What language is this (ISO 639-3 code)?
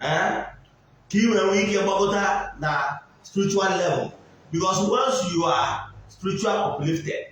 ibo